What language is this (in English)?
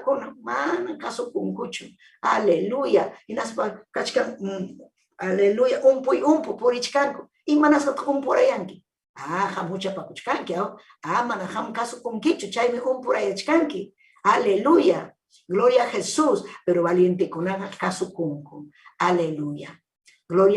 Ayacucho Quechua